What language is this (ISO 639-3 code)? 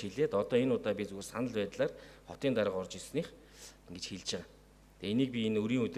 mon